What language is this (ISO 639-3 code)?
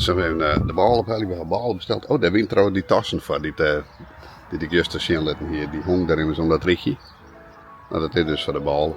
fry